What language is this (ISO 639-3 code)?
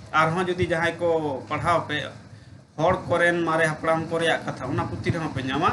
sat